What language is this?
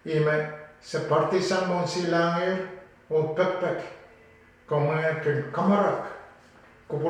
Pohnpeian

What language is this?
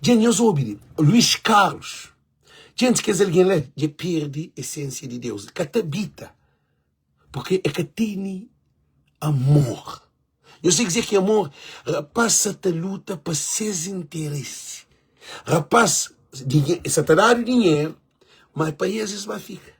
Kabuverdianu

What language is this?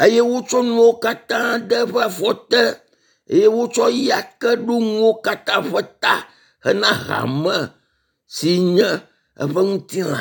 Ewe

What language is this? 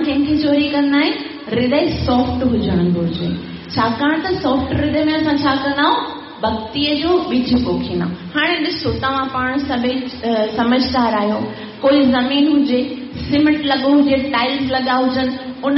Sindhi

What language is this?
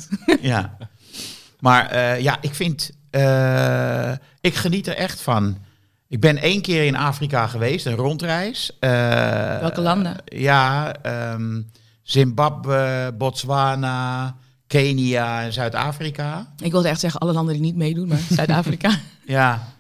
Dutch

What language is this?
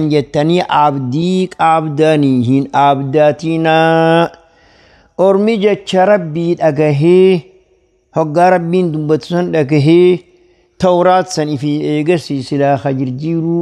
Oromo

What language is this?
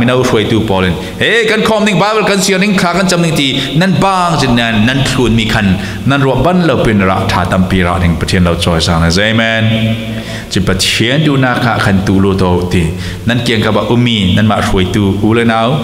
Falam Chin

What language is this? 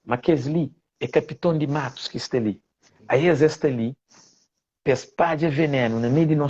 Kabuverdianu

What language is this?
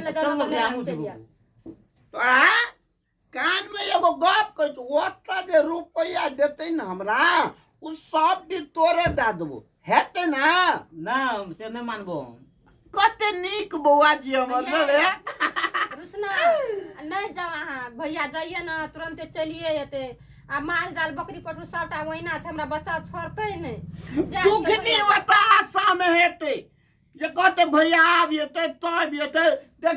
Maithili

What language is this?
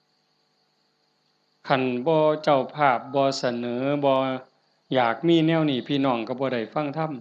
Northeastern Thai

